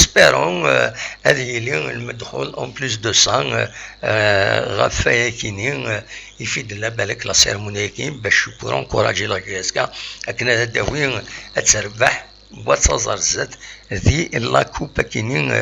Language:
Kabyle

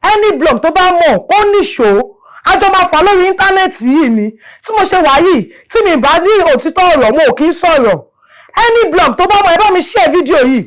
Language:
Yoruba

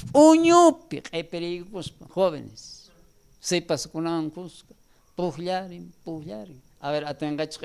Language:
South Bolivian Quechua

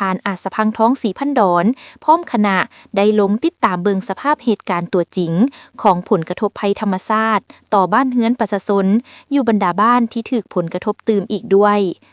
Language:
Lao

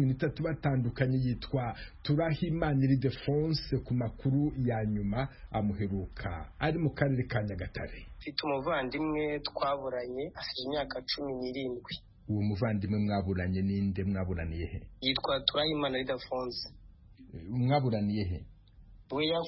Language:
Kinyarwanda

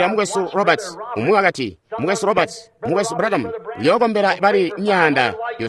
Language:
Tonga (Zambia)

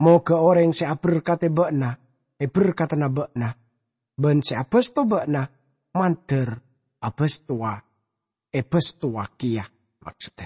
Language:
Madurese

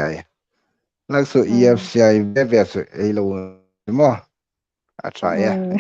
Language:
Hmar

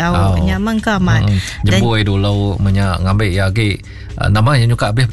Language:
Iban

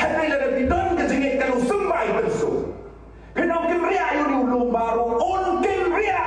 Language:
Khasi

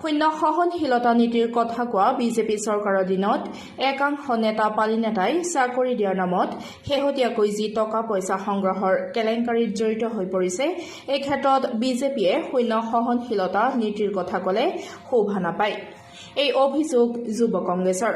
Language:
Assamese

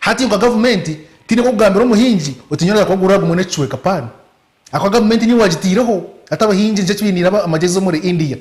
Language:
Nyankole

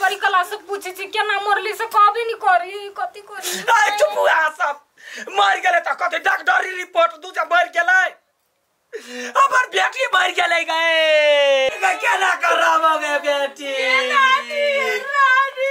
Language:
Maithili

